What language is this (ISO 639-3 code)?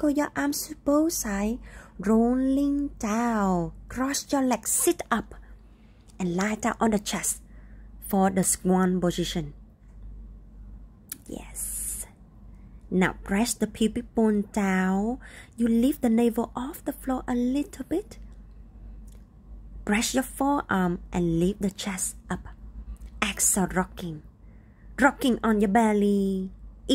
eng